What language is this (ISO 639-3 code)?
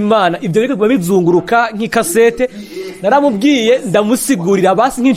run